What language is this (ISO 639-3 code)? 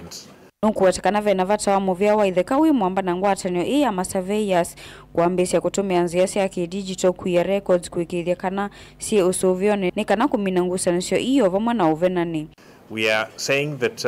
kam